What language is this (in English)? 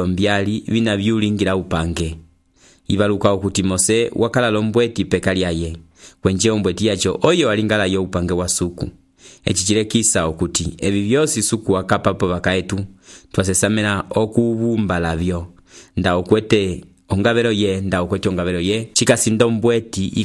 Umbundu